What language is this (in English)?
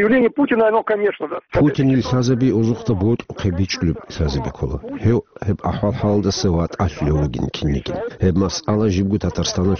Avaric